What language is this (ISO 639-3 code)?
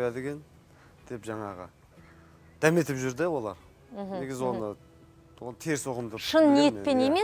kaz